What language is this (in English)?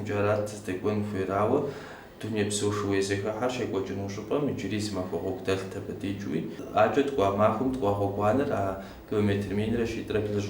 Kabardian